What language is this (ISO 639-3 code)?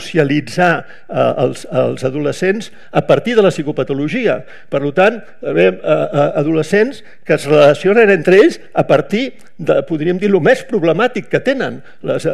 cat